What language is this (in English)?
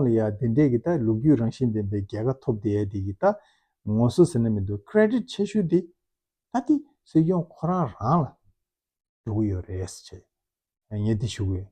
Tibetan